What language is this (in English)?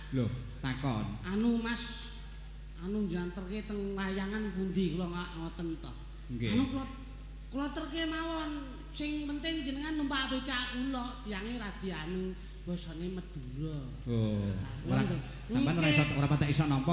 Javanese